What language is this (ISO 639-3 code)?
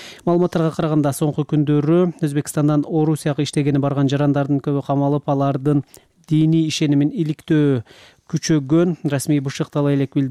kir